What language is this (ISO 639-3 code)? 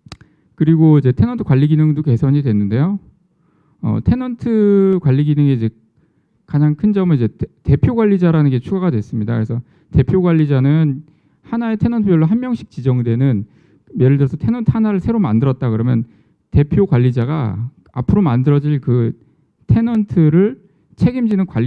kor